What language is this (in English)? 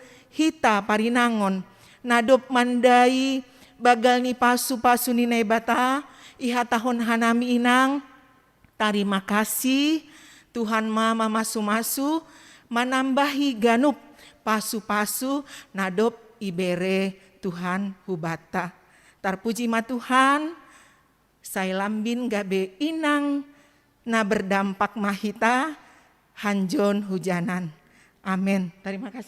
Batak Simalungun